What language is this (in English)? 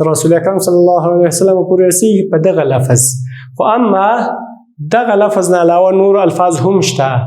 Pashto